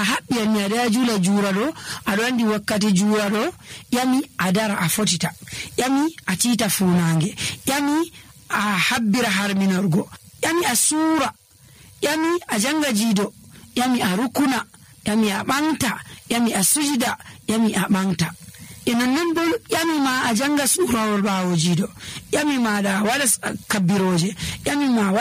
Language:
Nigerian Fulfulde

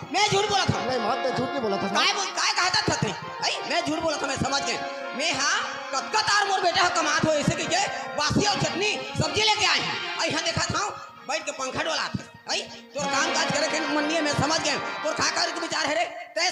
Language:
Chhattisgarhi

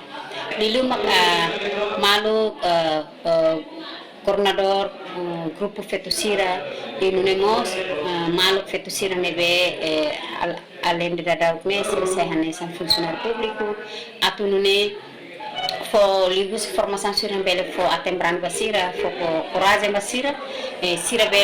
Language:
Tetum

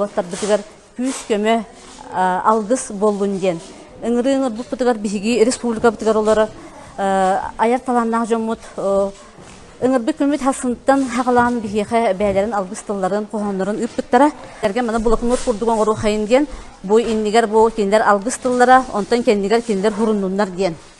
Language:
Yakut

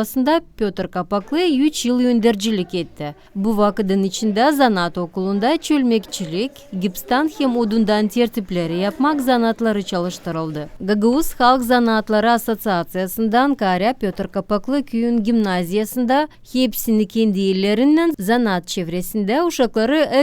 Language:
Gagauz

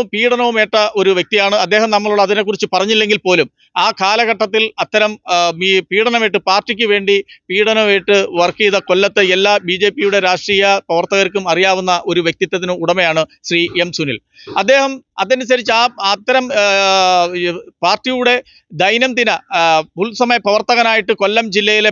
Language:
Malayalam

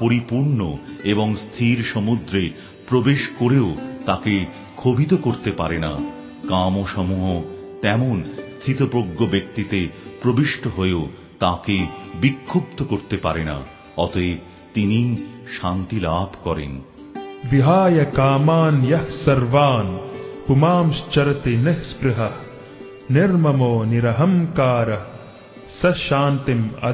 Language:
Bangla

